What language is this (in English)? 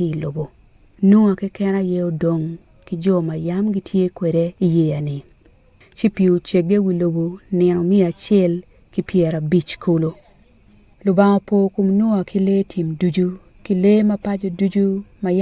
Acoli